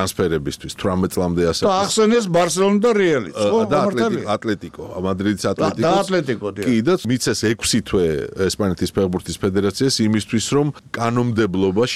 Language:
Georgian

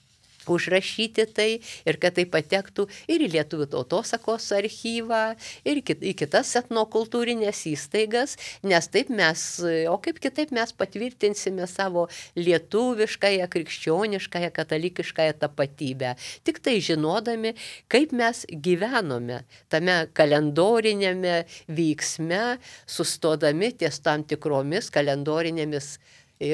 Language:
Lithuanian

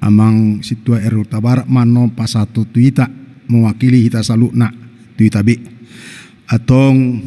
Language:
Batak Toba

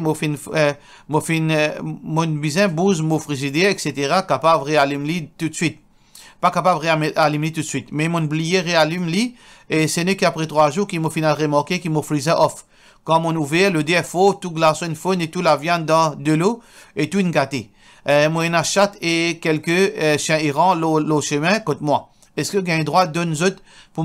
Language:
Morisyen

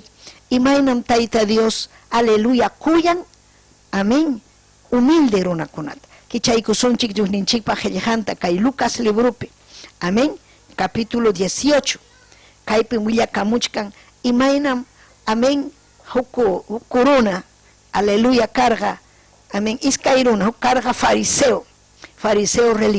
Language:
Ayacucho Quechua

